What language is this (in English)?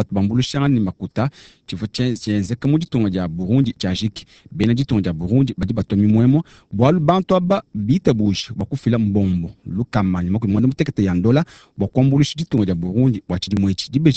Luba-Lulua